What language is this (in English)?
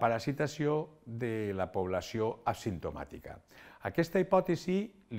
Catalan